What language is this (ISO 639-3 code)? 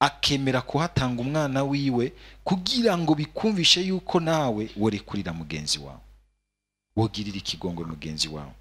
run